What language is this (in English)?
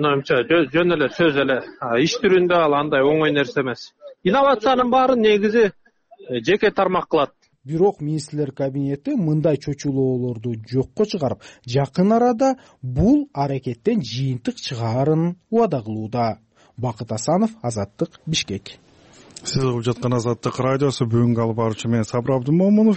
Kyrgyz